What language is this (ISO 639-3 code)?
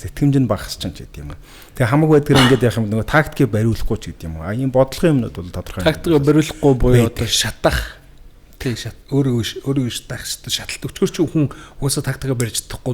mon